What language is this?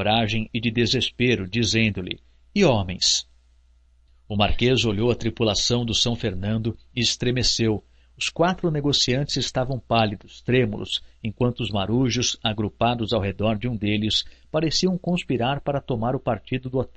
Portuguese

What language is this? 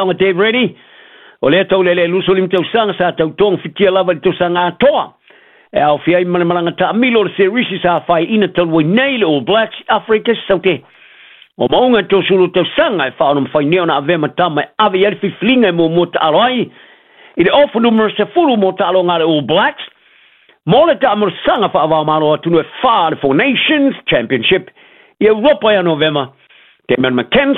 Samoan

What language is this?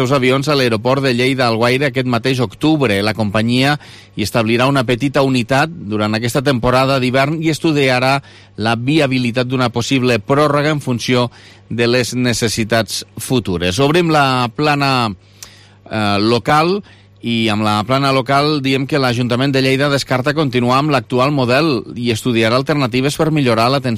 Catalan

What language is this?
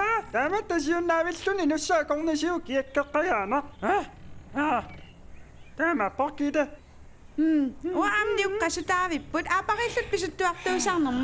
Kalaallisut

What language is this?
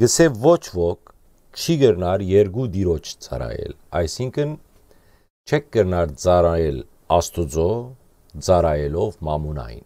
Western Armenian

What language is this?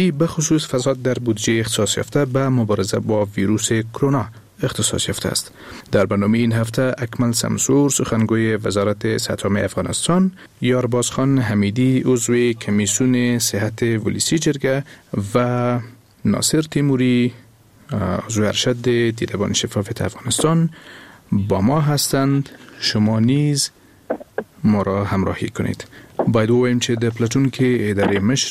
Persian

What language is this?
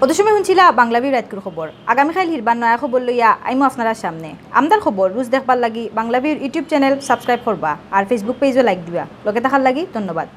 Sylheti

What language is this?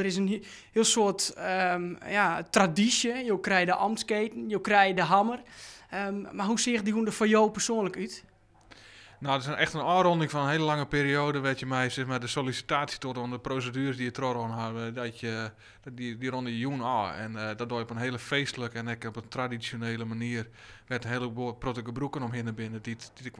Western Frisian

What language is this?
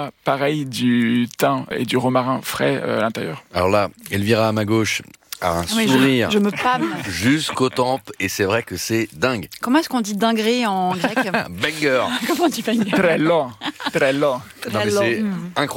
French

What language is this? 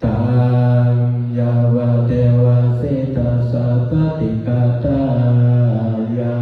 Pali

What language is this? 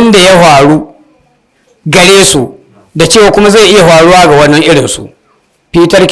Hausa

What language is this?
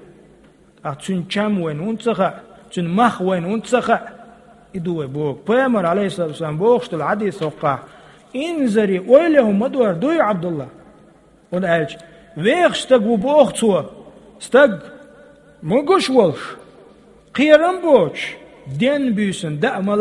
Chechen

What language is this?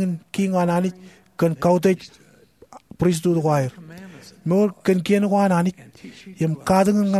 Marshallese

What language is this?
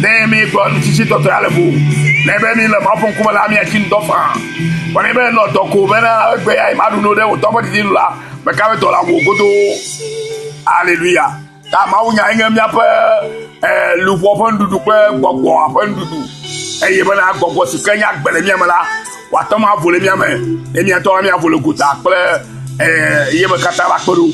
Ewe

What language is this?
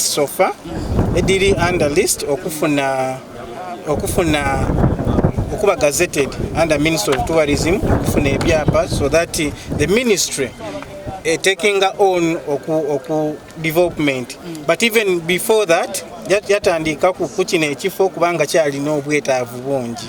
Soga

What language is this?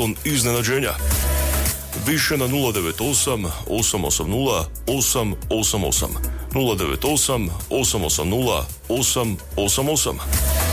Croatian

